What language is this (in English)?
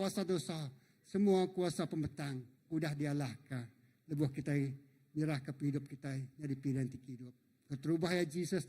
Iban